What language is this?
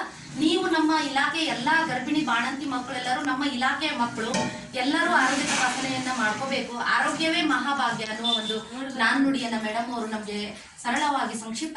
Kannada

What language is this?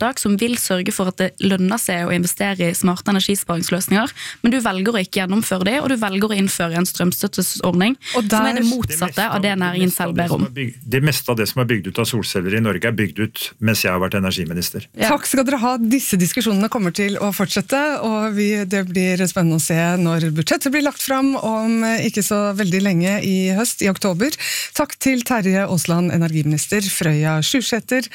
Norwegian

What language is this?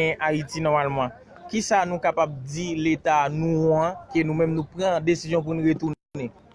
Haitian Creole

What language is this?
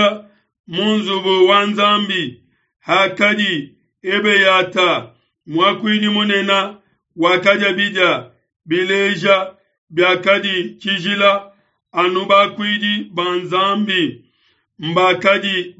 Luba-Lulua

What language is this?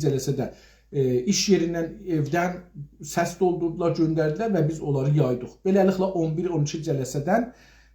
South Azerbaijani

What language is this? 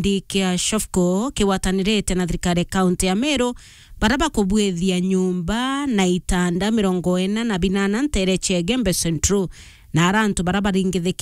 Meru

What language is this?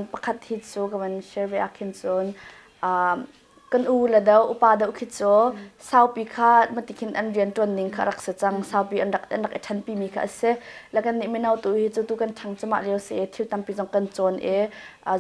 Hakha Chin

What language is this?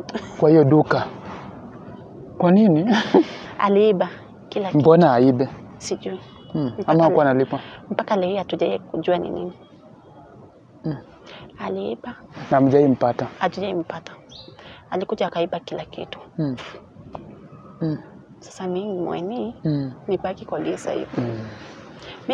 Swahili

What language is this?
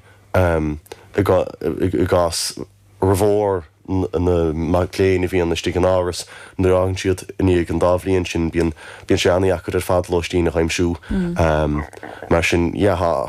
Irish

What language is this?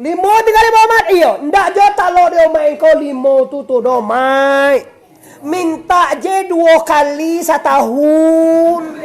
Minangkabau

